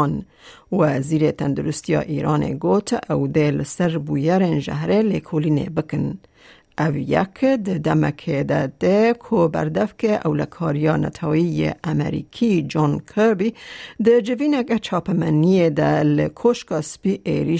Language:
Kurdish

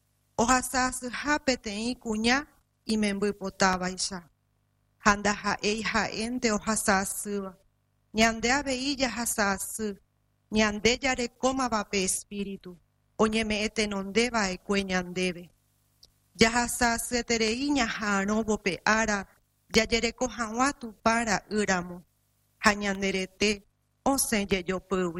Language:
Guarani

